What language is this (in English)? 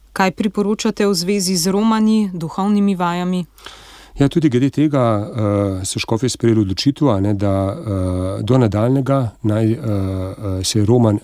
Slovenian